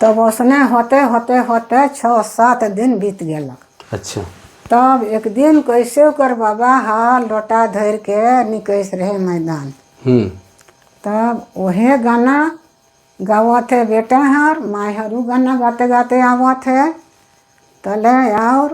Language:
Sadri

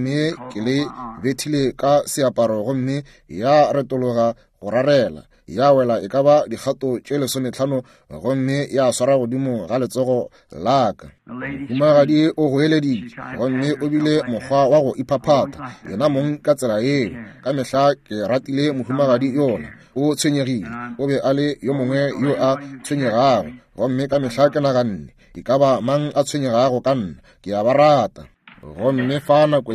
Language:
Northern Sotho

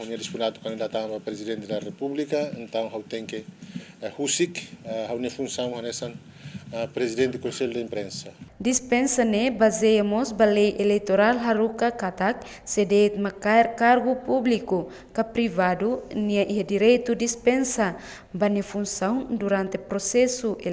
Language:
Tetum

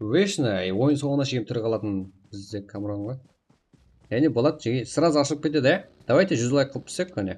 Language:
Kara-Kalpak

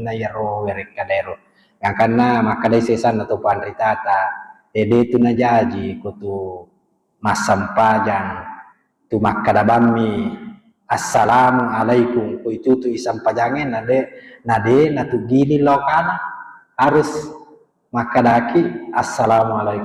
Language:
Buginese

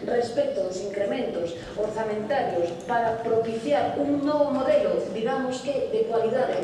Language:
Galician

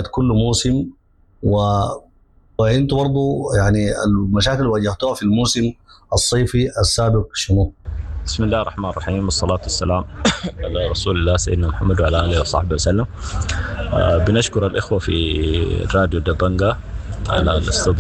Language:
Sudanese Arabic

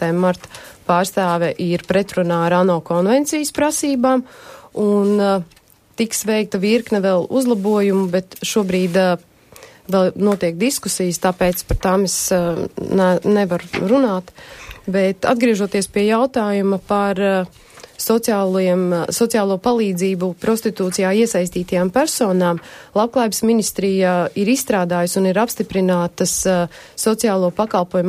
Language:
Latvian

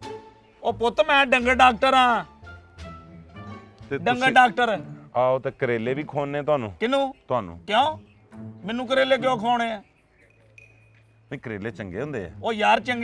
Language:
Punjabi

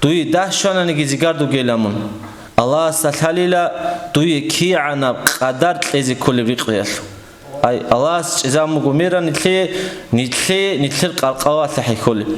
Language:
Avaric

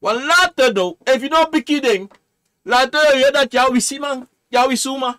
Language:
Sranan Tongo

